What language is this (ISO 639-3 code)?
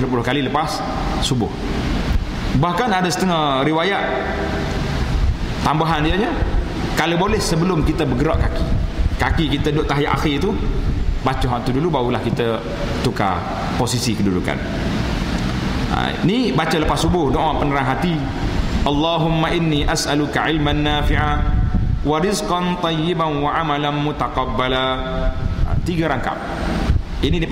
msa